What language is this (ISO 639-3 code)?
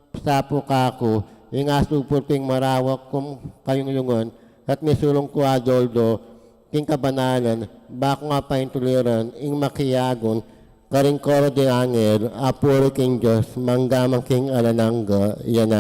pam